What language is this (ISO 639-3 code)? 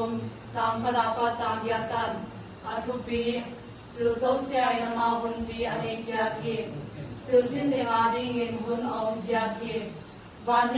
ctd